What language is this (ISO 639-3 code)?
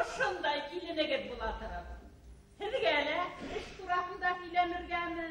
bak